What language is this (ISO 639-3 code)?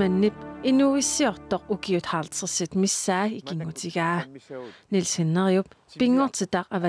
kal